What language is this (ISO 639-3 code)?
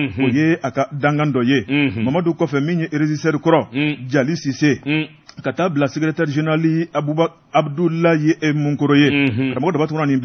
bam